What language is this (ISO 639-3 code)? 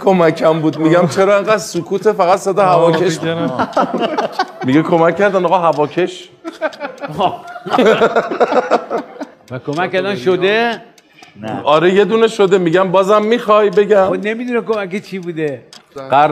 fas